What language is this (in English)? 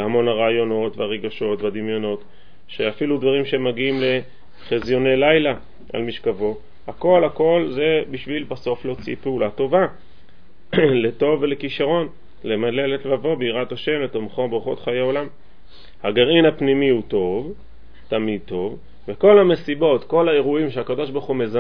Hebrew